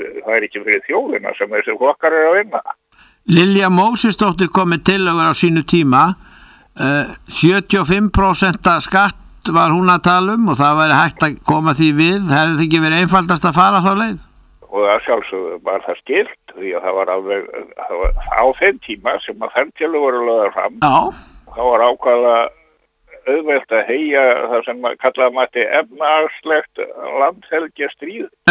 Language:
Icelandic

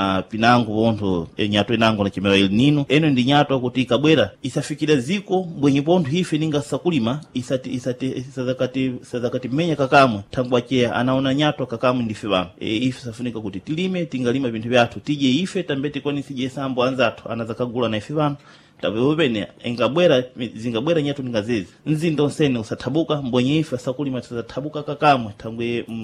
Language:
Sena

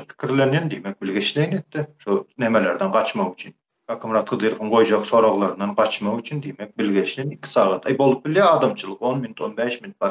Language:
Turkmen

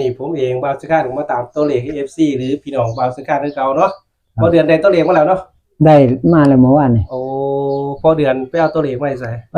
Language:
Northeastern Thai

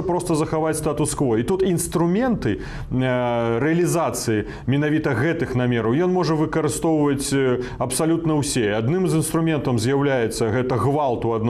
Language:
Belarusian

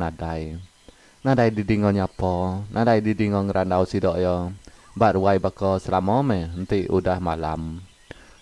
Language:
Iban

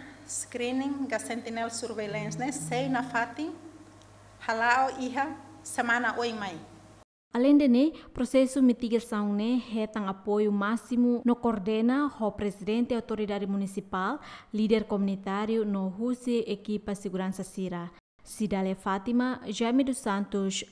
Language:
Tetum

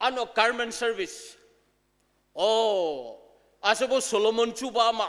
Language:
Ao Naga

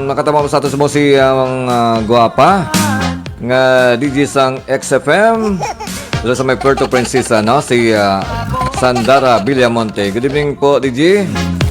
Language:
Hiligaynon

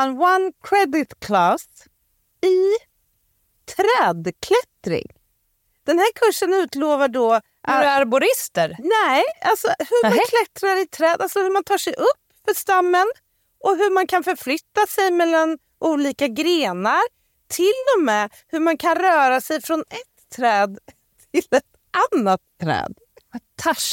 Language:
Swedish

